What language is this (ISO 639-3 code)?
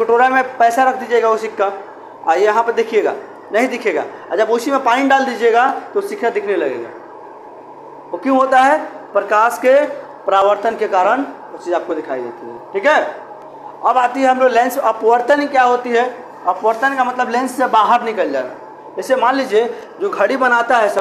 hin